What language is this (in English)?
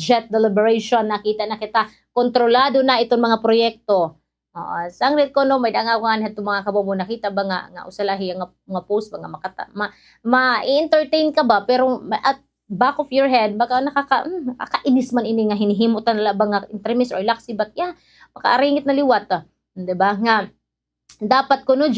Waray